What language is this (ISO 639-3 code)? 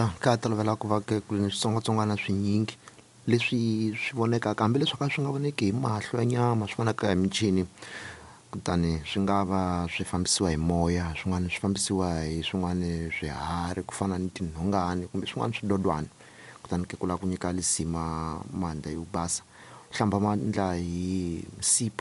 tso